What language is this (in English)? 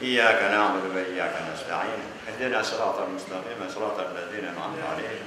Crimean Tatar